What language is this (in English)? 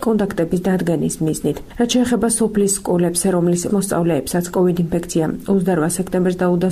Georgian